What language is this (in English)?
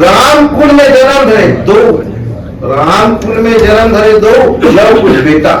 Chhattisgarhi